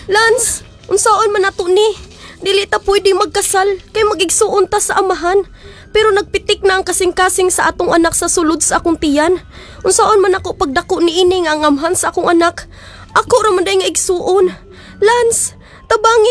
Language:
Cebuano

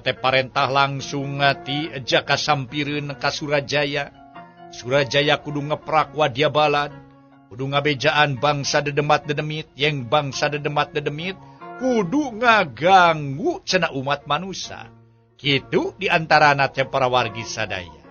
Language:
Sundanese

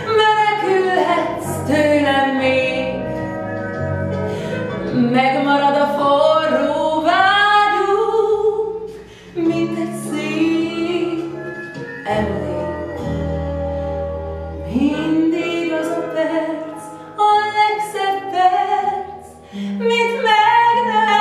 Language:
Hungarian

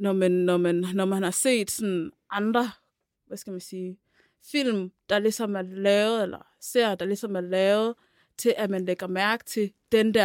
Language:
Danish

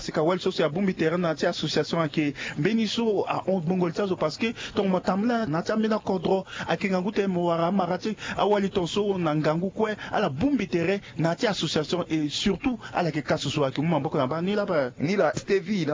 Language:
Sango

